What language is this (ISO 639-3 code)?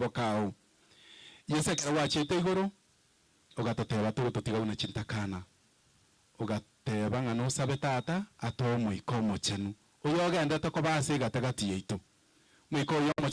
guz